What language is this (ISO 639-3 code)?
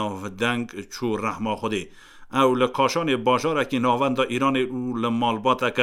kur